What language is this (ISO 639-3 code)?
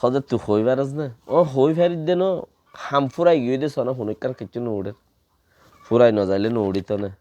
rhg